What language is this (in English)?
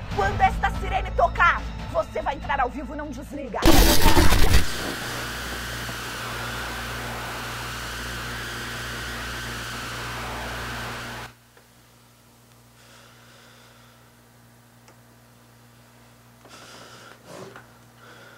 Portuguese